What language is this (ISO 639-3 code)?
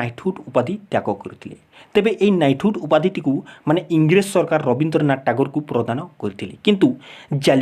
ori